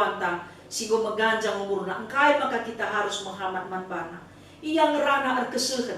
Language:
Batak Karo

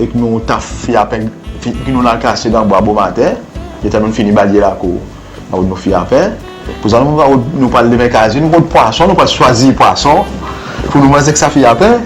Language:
Seselwa Creole French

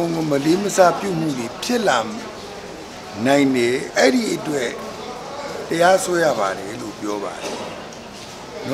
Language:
Burmese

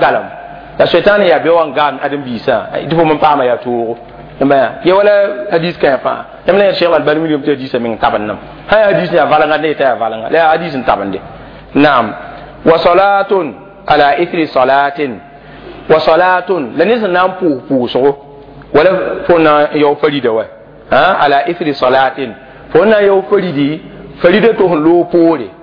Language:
Mossi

